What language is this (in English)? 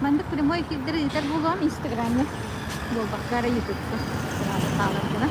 Yakut